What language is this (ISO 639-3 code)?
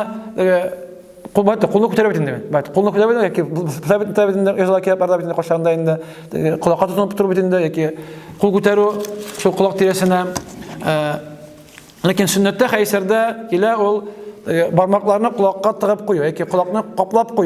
tat